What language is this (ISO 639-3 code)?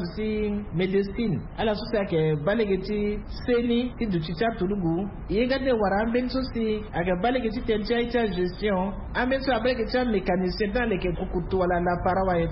sag